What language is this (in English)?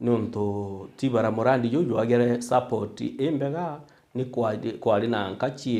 Meru